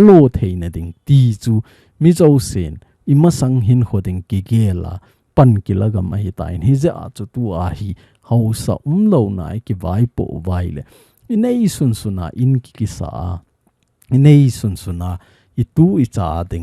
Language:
Thado Chin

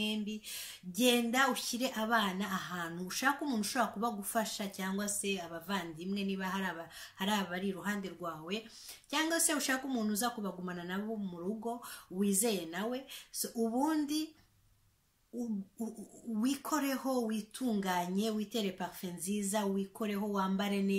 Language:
Kinyarwanda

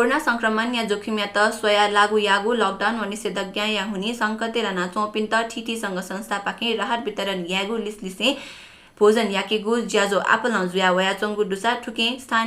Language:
Newari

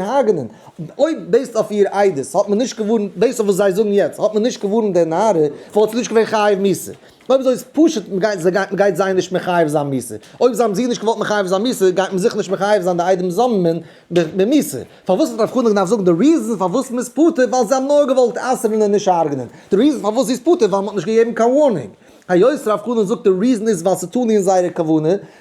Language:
Yiddish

